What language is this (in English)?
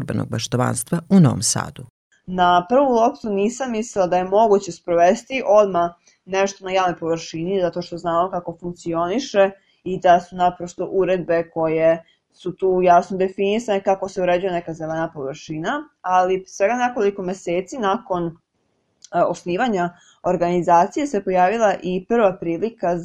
Serbian